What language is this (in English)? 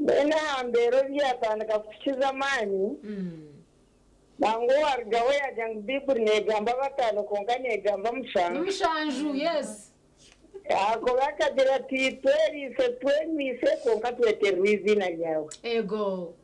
Nyankole